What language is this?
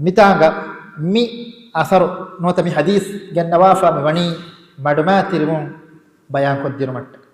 Divehi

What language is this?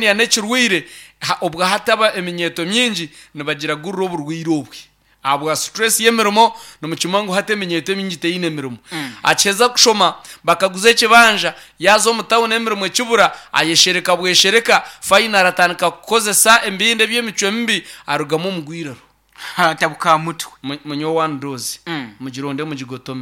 Nyankole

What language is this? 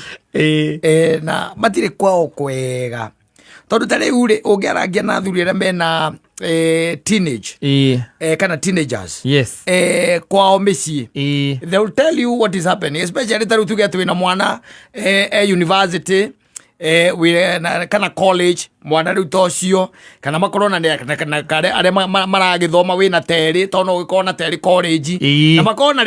Kikuyu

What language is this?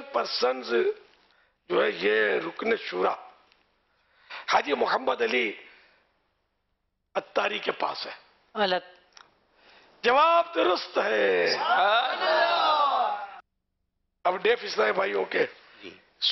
Urdu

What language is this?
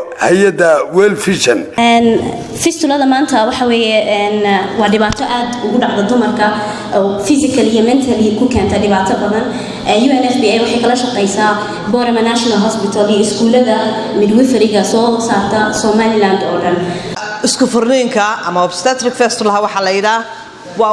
Somali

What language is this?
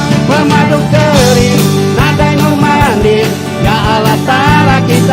Iban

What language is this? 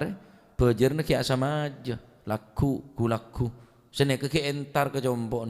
Madurese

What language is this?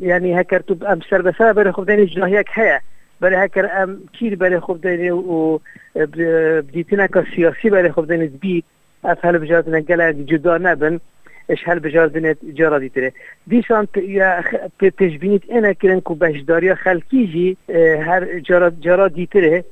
Kurdish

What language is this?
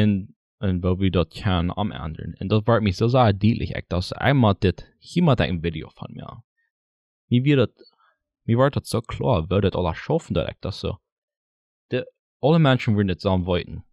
Plautdietsch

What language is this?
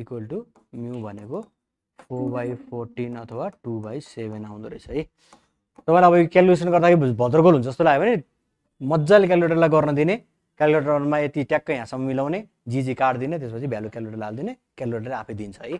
Nepali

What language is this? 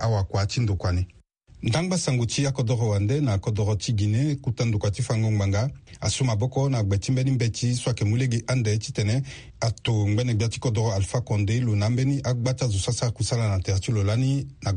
Sango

